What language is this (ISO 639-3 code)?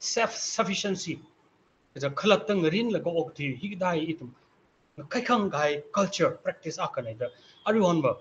nmf